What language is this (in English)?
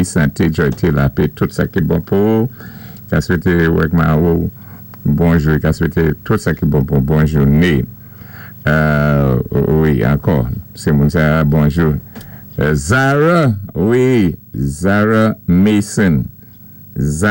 Saint Lucian Creole French